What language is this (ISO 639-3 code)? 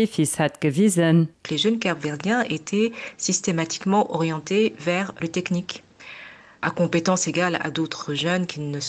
ltz